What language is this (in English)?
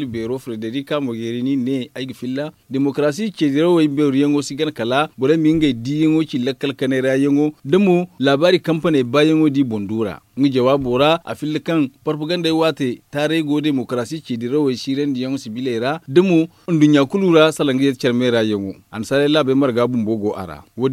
Zarma